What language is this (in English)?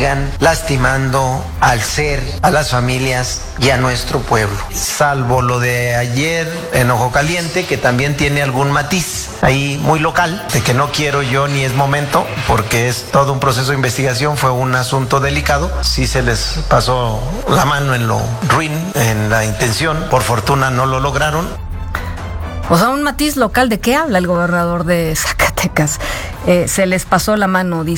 Spanish